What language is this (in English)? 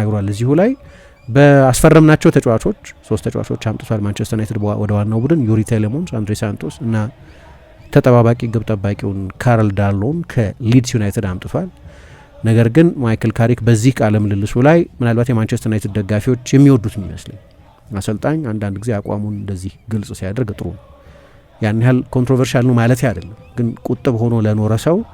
Amharic